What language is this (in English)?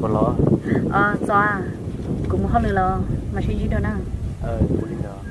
Hmong